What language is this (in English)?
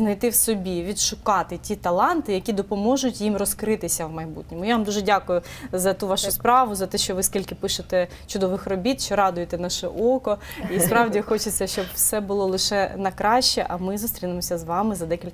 Ukrainian